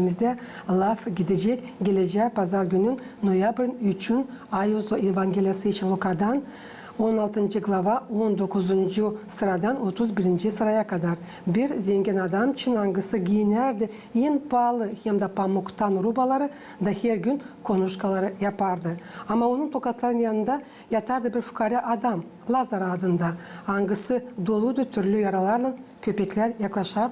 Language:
Gagauz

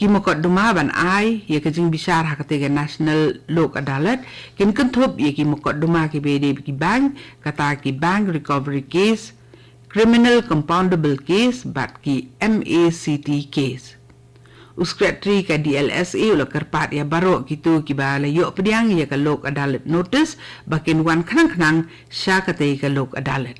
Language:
Khasi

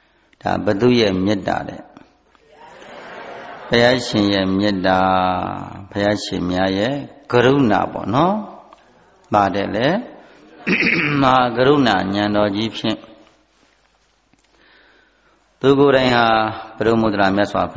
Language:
Burmese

